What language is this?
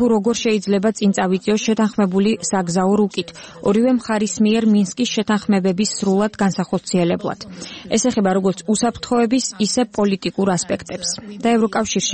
Georgian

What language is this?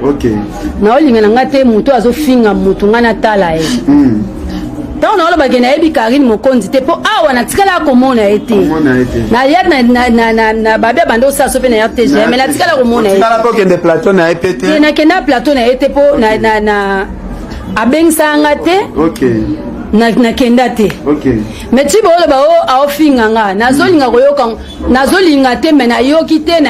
Lingala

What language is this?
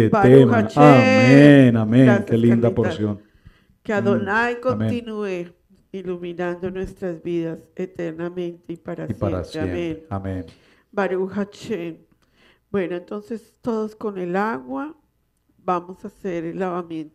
Spanish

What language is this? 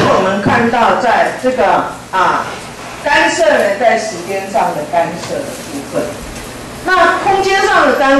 Chinese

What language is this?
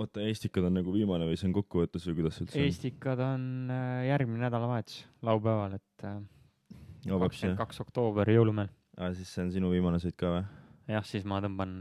Estonian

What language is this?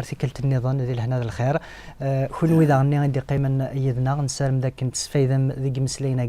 Kabyle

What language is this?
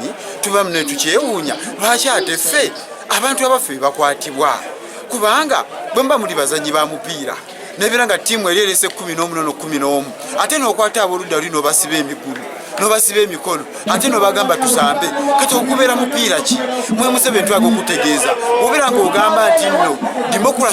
Ganda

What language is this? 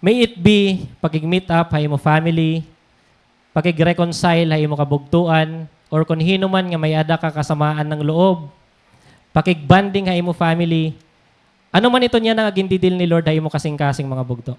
Waray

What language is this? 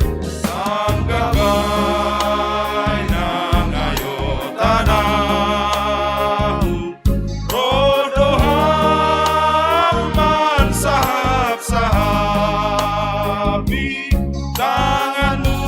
Batak Simalungun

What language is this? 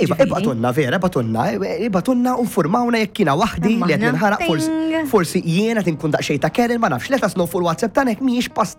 Maltese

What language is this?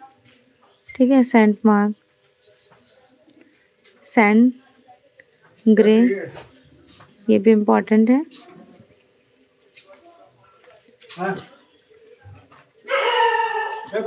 Hindi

